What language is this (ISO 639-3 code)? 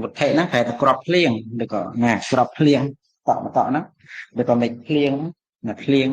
khm